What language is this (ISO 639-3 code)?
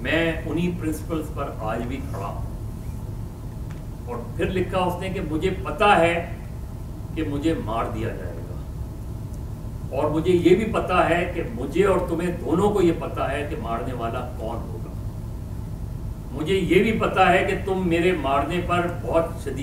urd